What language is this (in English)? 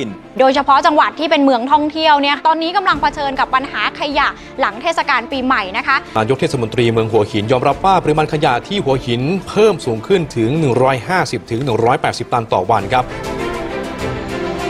Thai